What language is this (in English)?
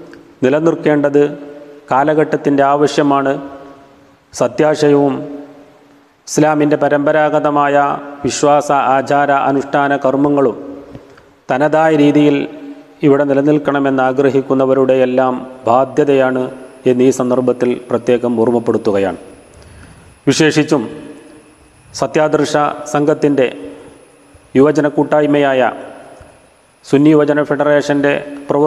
Malayalam